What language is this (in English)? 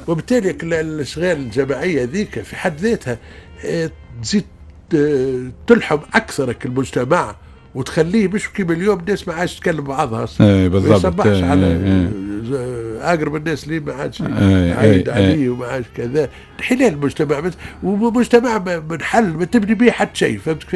Tunisian Arabic